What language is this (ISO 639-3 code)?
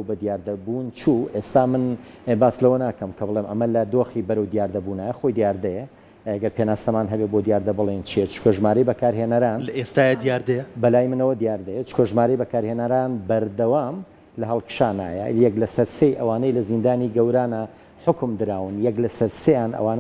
ckb